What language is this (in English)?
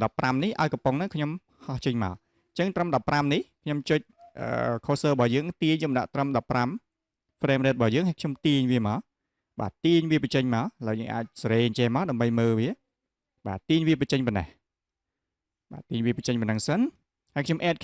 Khmer